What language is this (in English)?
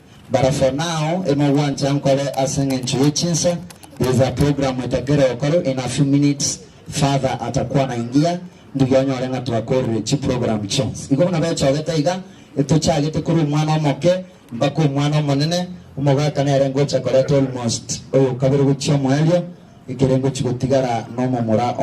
Gusii